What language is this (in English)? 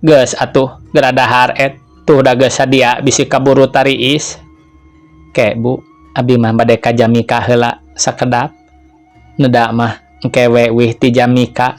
Sundanese